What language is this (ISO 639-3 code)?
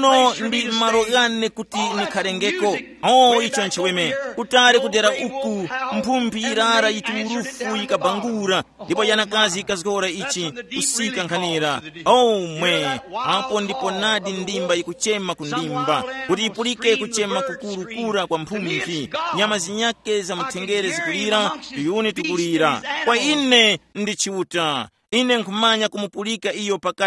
tum